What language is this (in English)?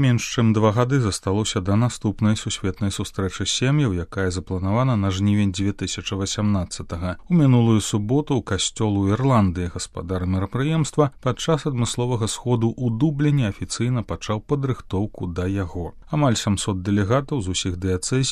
Belarusian